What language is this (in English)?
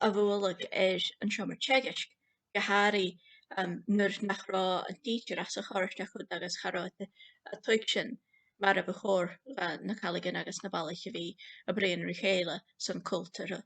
Scottish Gaelic